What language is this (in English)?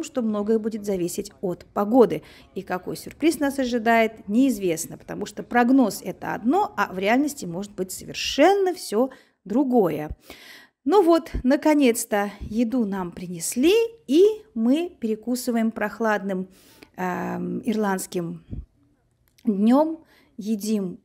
Russian